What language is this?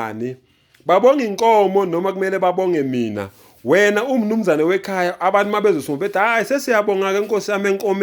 Zulu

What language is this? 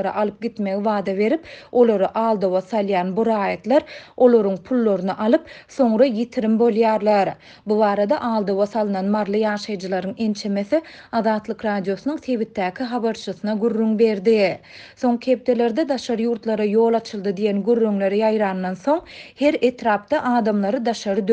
Turkmen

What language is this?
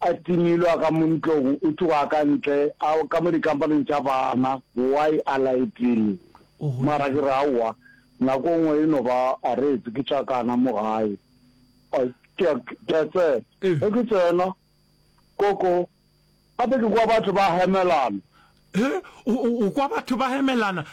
Northern Sotho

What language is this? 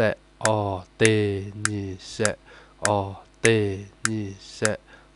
Lahu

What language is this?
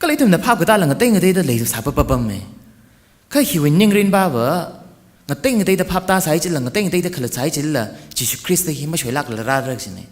Tangkhul Naga (India)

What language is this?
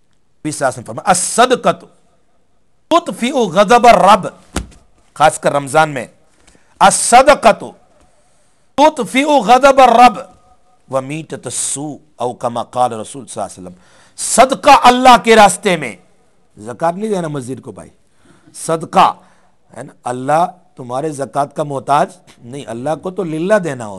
Urdu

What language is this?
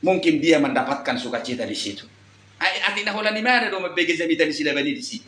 Batak Toba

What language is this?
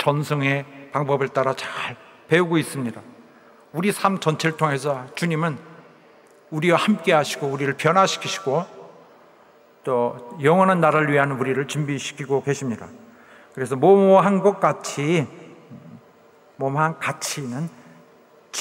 Korean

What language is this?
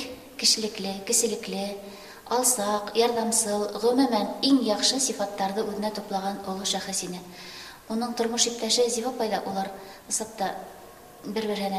Bashkir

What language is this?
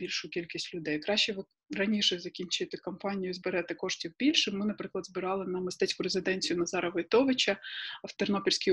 Ukrainian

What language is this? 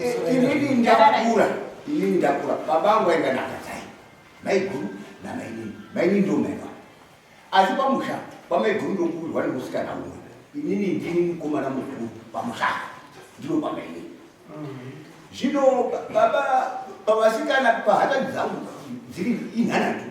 Shona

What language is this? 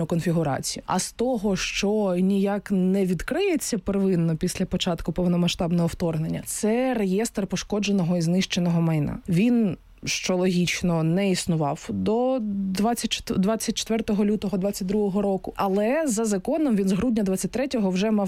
Ukrainian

